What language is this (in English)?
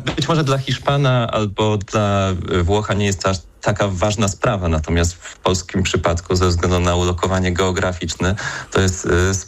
Polish